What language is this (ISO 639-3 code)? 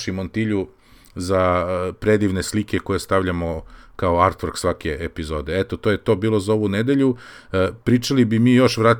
srp